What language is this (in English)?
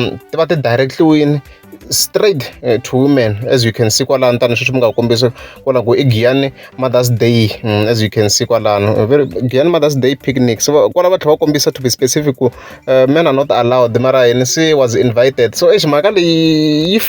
Tsonga